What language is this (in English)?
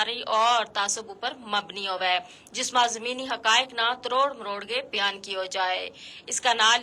Gujari